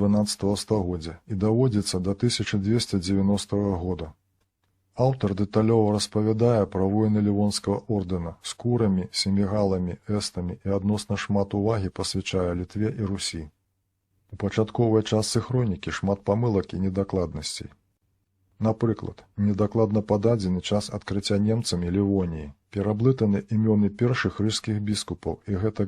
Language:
Belarusian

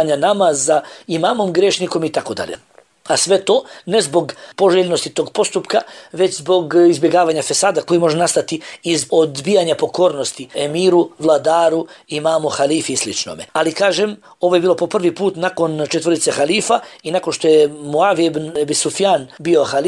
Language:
Bosnian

